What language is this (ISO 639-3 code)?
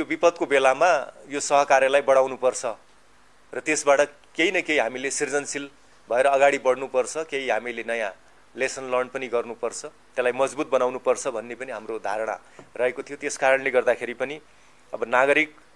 nep